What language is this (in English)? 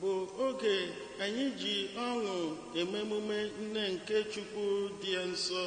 Igbo